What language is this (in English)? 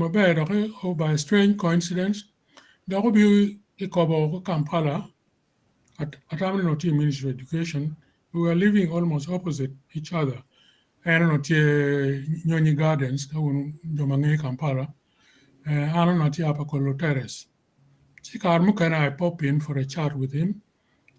Acoli